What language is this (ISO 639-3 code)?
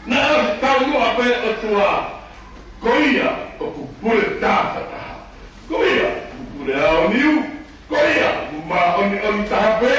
ton